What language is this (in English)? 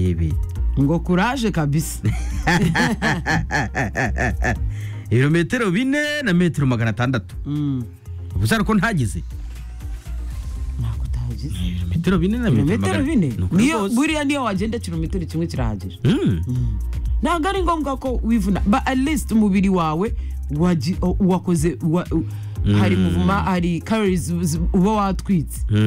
Kinyarwanda